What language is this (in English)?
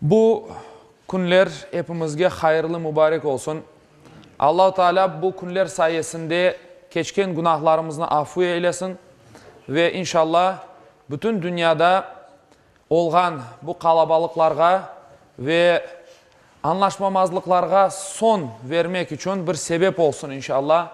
Crimean Tatar